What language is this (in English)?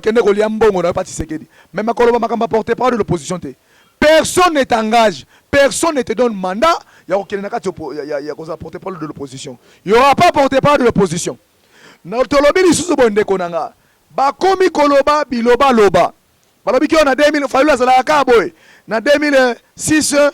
Lingala